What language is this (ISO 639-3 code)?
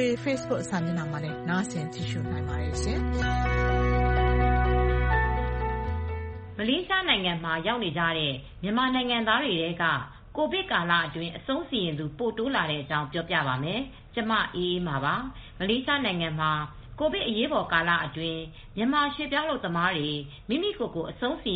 mya